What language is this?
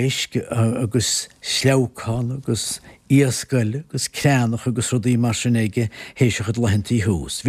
Irish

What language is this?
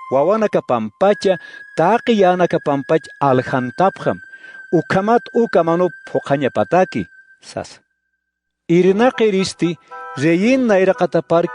Aymara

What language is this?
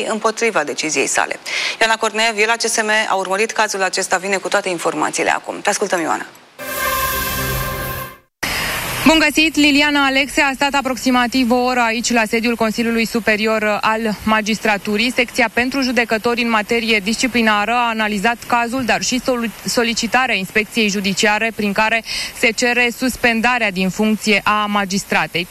Romanian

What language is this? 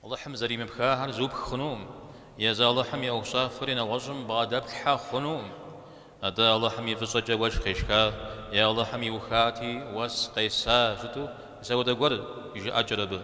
Kabardian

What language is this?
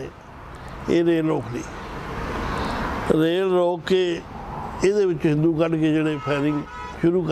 Punjabi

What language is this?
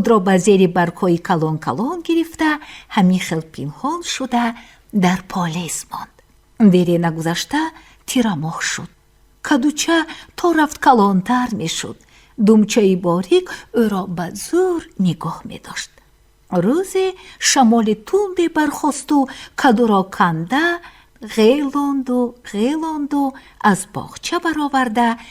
Tajik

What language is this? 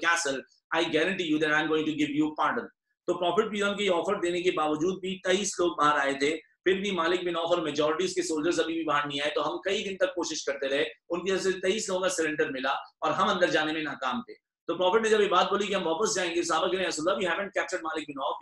Hindi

